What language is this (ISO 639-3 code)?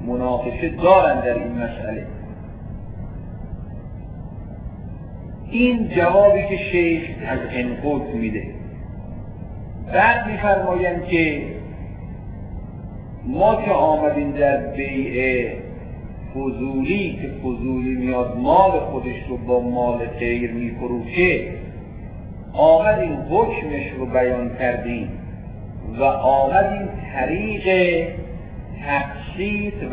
fas